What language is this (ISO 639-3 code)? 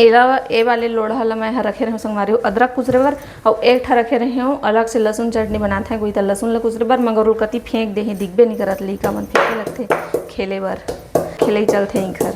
hne